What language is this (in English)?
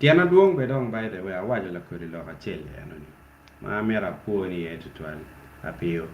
Acoli